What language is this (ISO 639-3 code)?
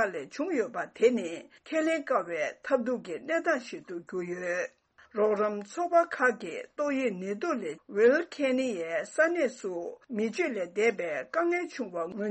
bod